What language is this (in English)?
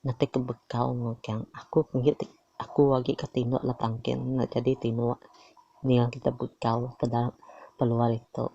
Iban